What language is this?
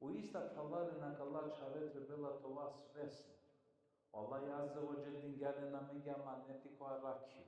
Balkan Romani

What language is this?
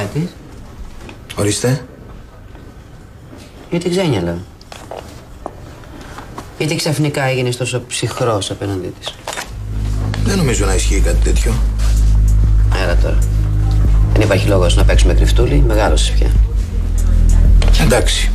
Greek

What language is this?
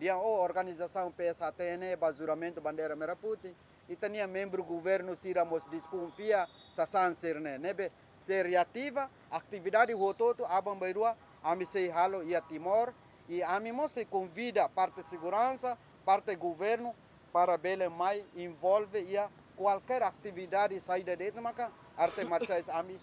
Tetum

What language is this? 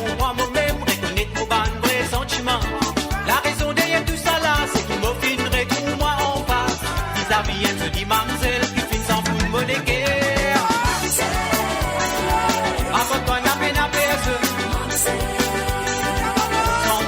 Morisyen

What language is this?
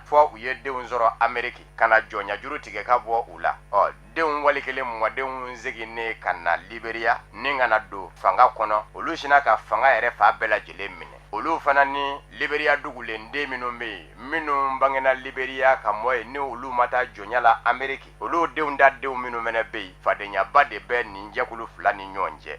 Bambara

